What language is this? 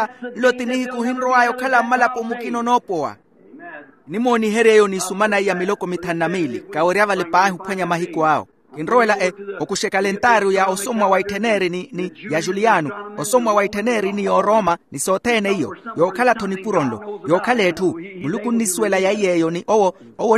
Makhuwa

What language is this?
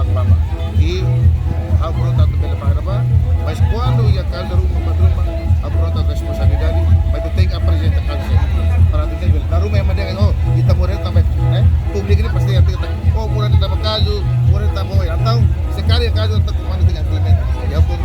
Tetum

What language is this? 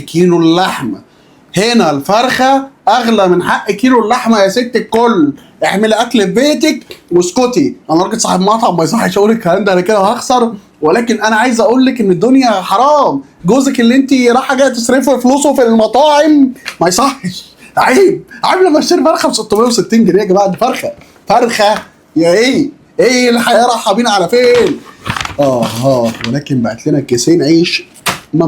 Egyptian Arabic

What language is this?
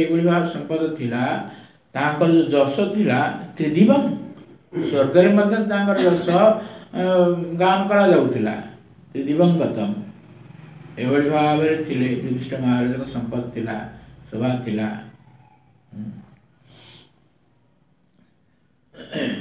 Odia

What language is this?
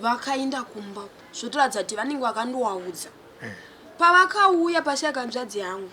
Shona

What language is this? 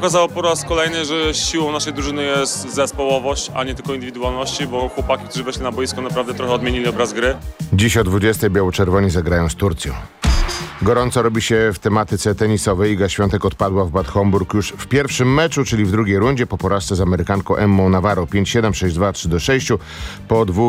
Polish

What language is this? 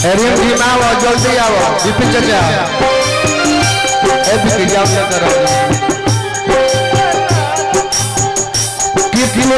Bhojpuri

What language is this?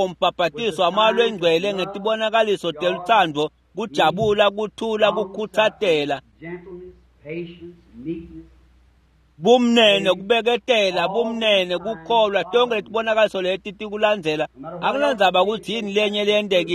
Swati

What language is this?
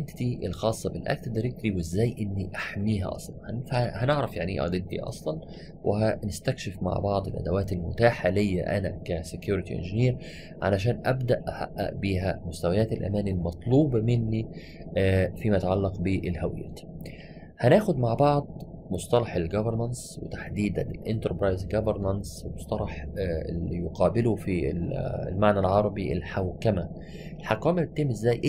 Egyptian Arabic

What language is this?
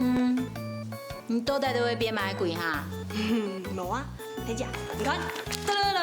Hakka Chinese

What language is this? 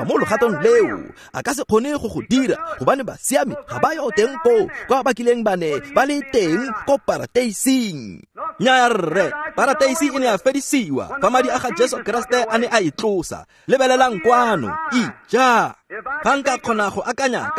Tswana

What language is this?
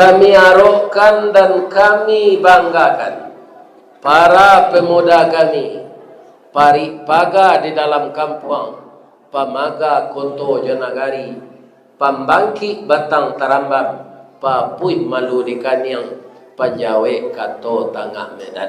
Minangkabau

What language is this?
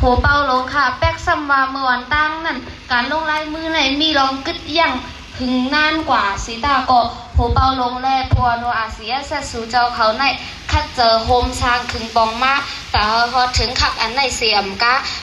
Shan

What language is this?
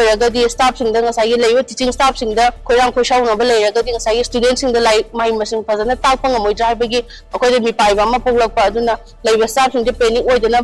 Manipuri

